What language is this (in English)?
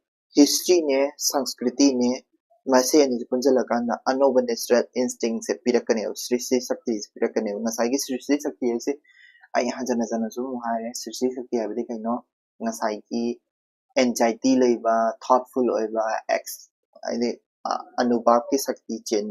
Manipuri